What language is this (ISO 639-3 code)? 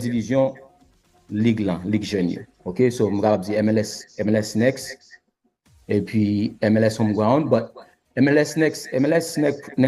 hat